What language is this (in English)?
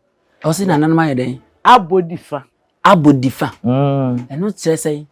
Akan